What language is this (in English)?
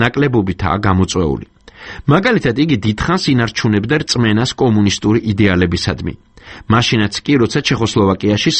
Georgian